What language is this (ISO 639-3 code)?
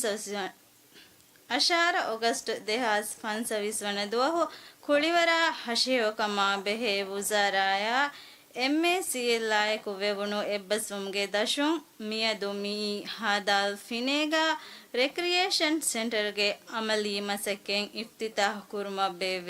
div